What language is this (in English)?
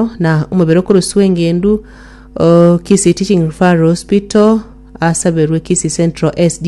Gusii